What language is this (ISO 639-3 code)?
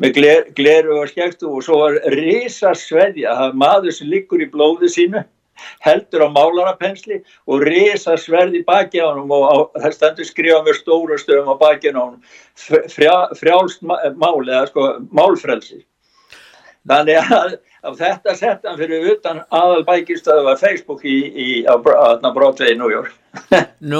isl